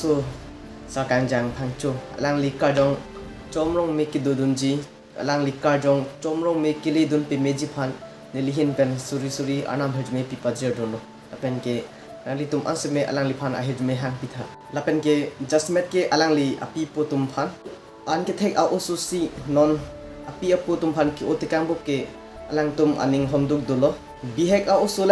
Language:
Karbi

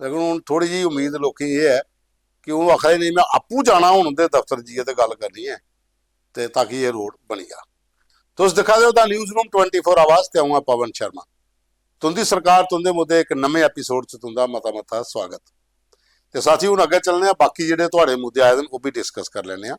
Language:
Dogri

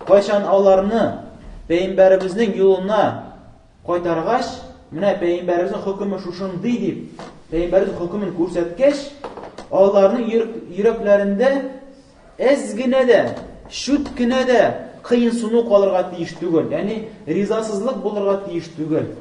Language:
Tatar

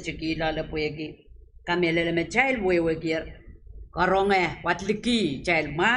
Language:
Pohnpeian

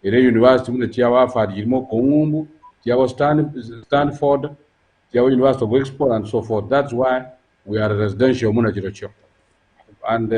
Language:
Gusii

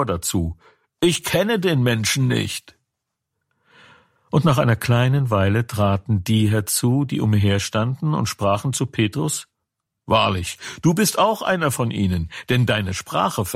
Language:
German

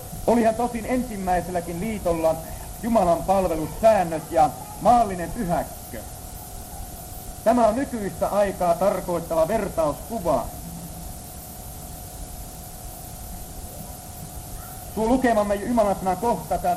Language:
Finnish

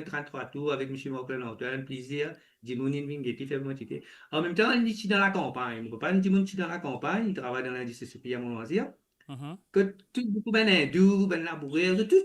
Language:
Morisyen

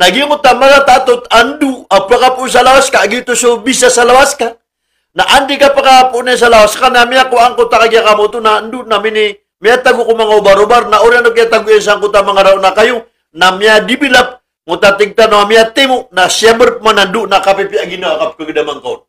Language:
Maranao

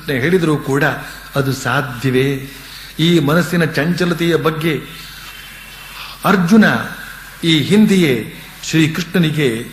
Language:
Kannada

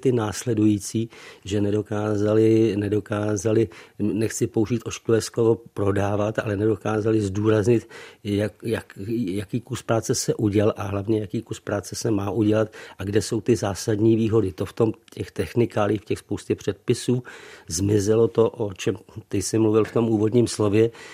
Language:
Czech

